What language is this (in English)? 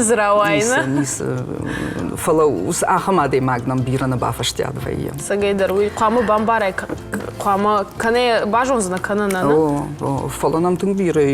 Ossetic